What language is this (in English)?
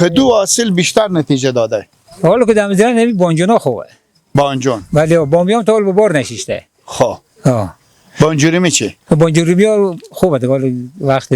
Persian